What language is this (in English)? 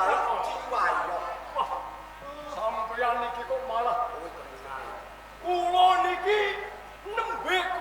Javanese